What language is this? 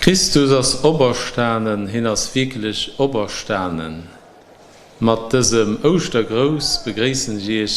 Luxembourgish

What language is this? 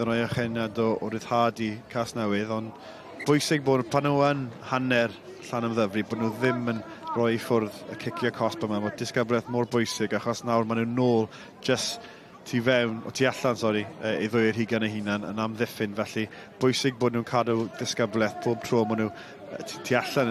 Welsh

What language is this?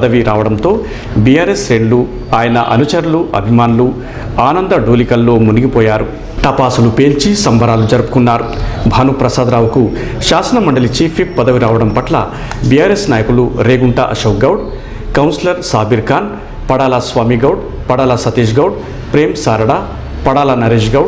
Telugu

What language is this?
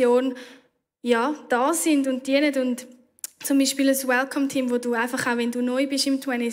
Swiss German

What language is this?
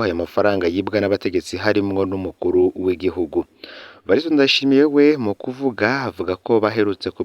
Rundi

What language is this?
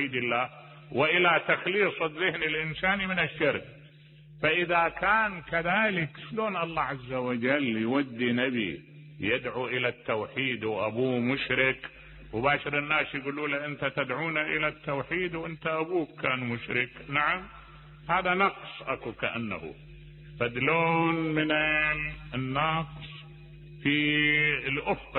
Mesopotamian Arabic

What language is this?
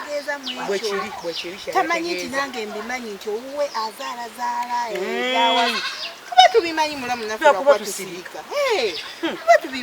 Ganda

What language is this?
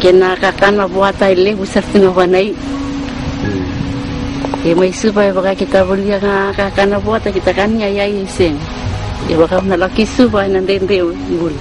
Fijian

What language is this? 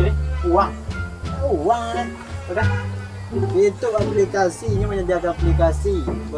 Minangkabau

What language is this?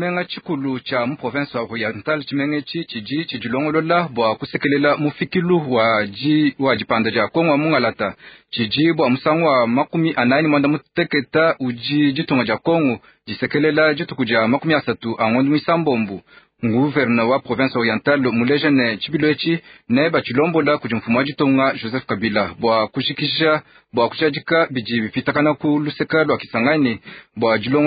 Luba-Lulua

